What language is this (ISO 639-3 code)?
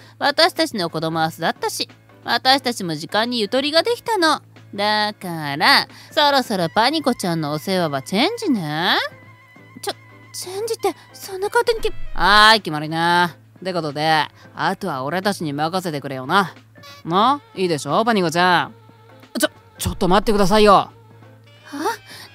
jpn